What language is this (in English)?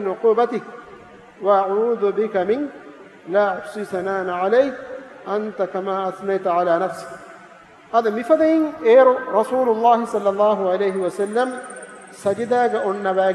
Divehi